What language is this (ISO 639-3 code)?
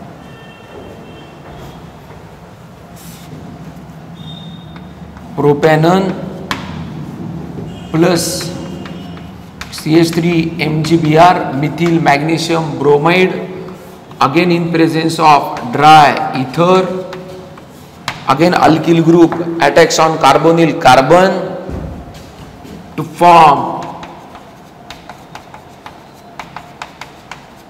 mar